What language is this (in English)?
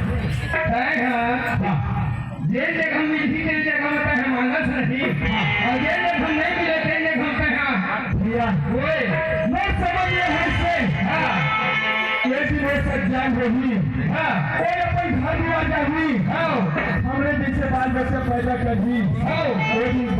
Chhattisgarhi